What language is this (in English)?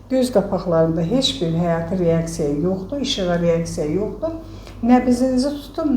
Azerbaijani